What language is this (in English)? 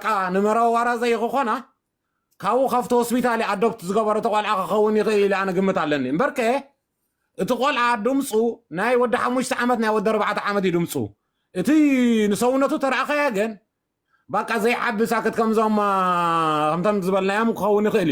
Tigrinya